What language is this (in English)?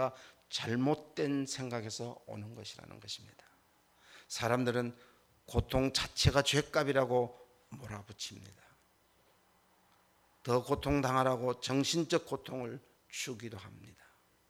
Korean